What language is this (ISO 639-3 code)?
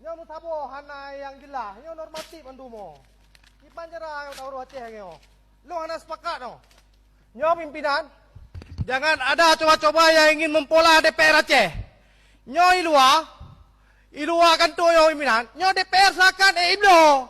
ace